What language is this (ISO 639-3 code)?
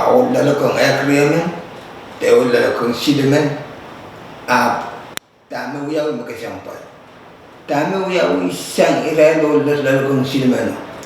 pon